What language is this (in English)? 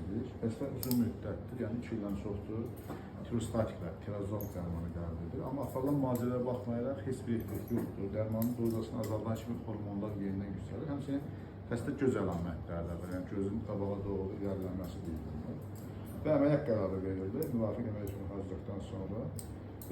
Azerbaijani